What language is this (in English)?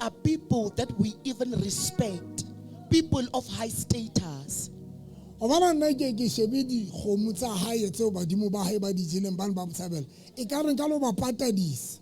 Southern Sotho